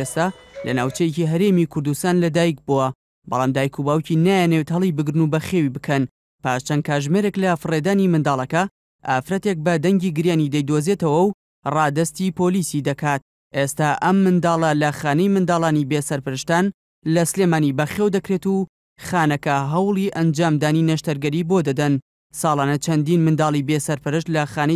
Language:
Central Kurdish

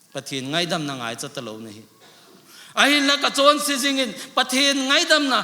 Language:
Thado Chin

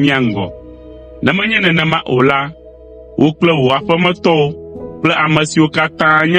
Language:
Ewe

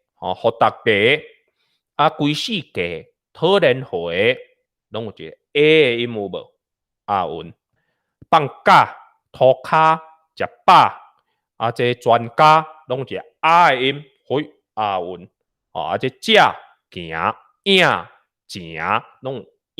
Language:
Min Nan Chinese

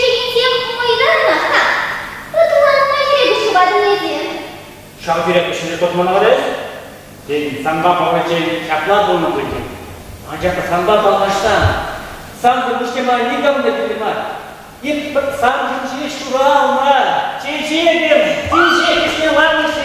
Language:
Chuvash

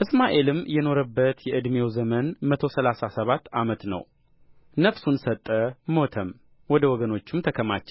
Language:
Amharic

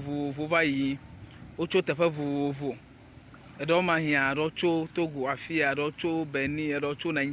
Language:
Ewe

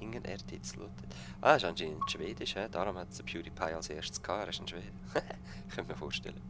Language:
Swiss German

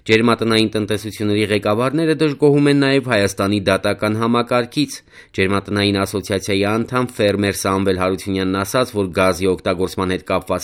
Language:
Armenian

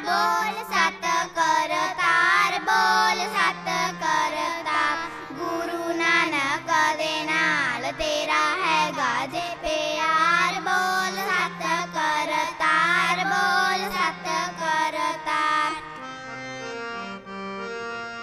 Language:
Punjabi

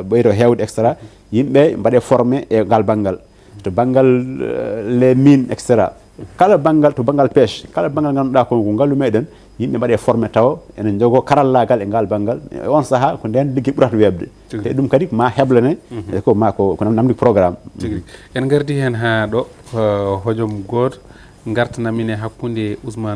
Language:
Fula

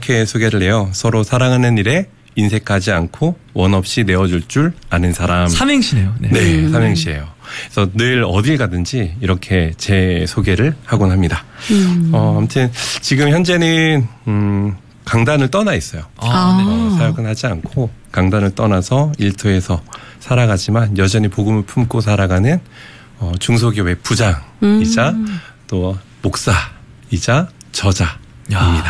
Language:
Korean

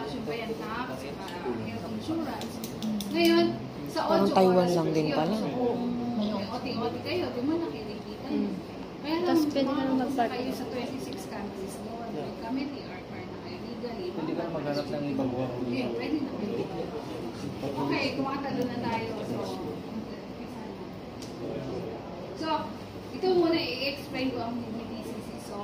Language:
Filipino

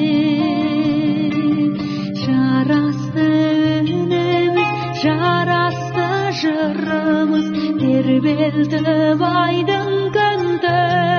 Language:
Kazakh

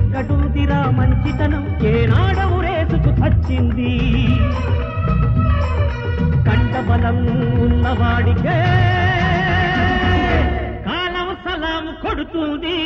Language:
Telugu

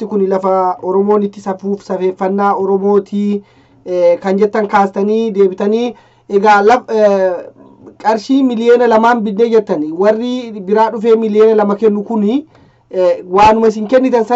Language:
Oromo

